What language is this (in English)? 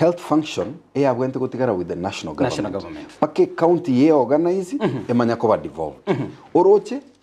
Gusii